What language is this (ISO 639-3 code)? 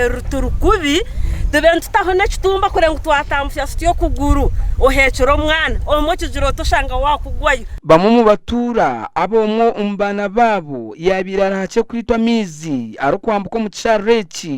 nyn